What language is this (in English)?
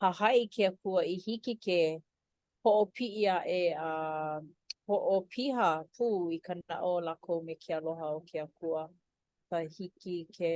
Hawaiian